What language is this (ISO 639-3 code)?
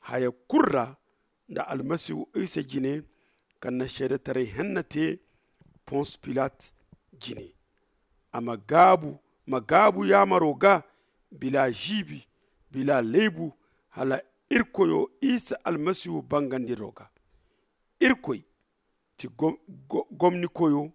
dje